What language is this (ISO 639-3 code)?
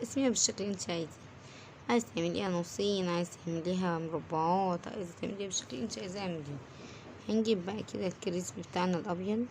arz